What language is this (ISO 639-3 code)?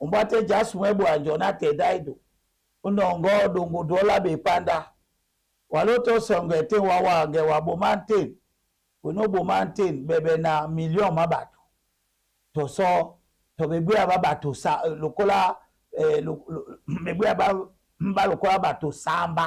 dua